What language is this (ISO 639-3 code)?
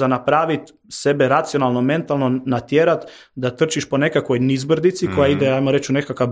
hrv